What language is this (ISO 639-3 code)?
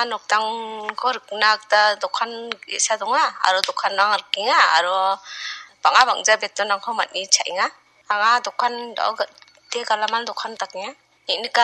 grt